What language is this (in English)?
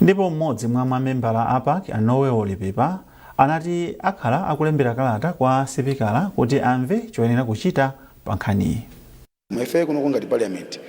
Nyanja